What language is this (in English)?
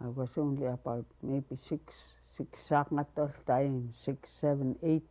Central Yupik